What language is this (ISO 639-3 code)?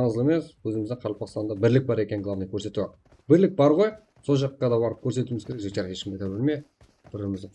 kaa